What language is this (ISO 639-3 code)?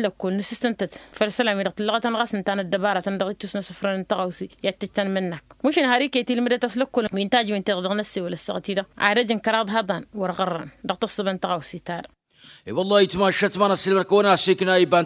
taq